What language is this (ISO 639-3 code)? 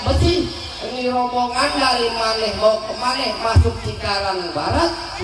bew